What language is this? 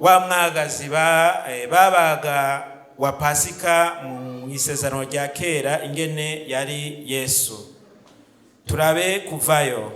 Rundi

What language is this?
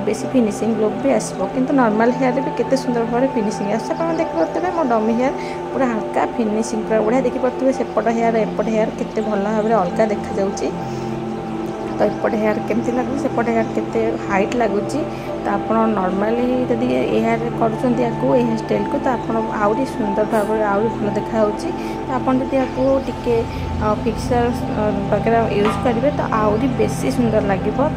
Odia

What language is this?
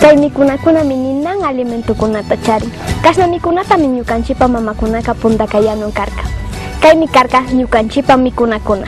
Imbabura Highland Quichua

